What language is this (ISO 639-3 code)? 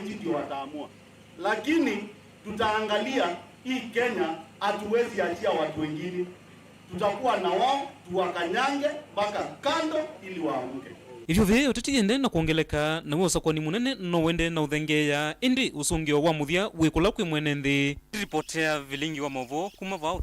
kam